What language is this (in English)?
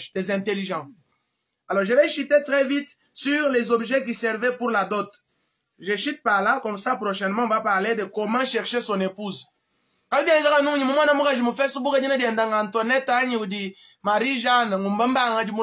Luba-Lulua